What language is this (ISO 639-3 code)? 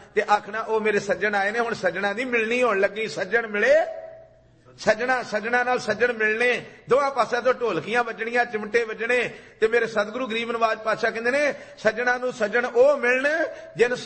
pan